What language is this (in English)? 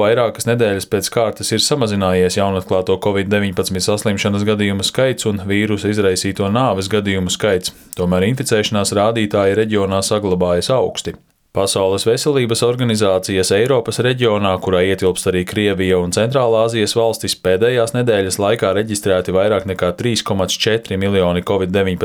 Latvian